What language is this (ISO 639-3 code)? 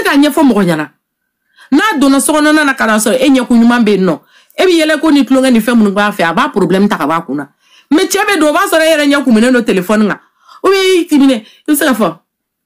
bam